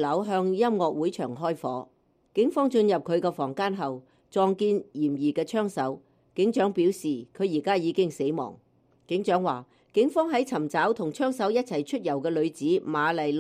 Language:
Cantonese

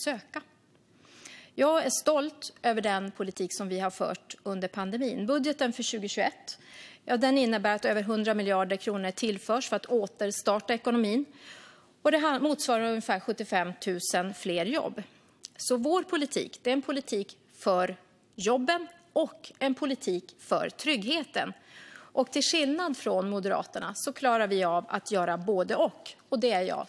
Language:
Swedish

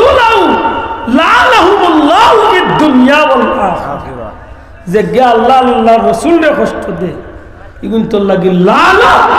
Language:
Sylheti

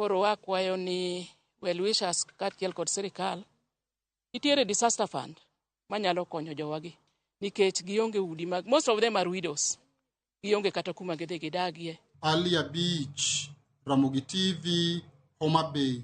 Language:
Luo (Kenya and Tanzania)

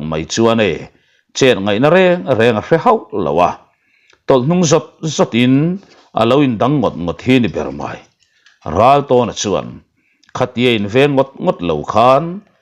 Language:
Mizo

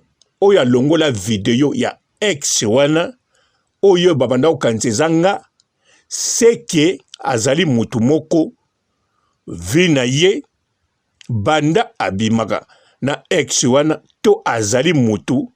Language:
Lingala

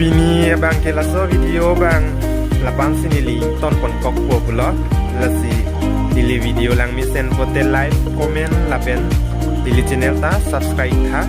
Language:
Karbi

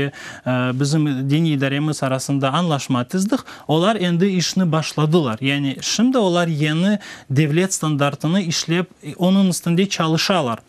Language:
Crimean Tatar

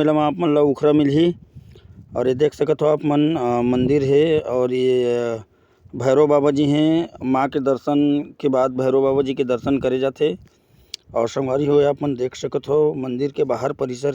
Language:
Chhattisgarhi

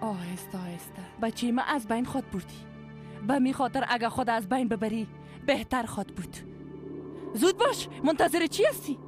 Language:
Persian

